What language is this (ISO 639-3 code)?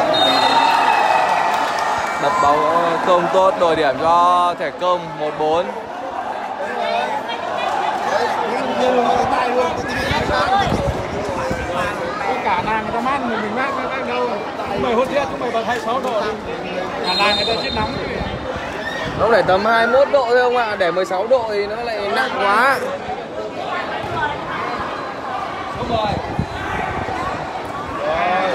vie